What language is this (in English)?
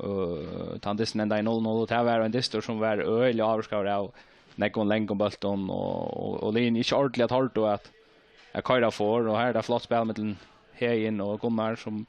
Faroese